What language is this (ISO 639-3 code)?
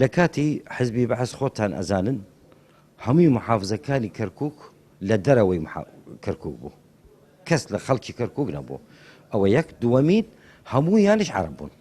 ckb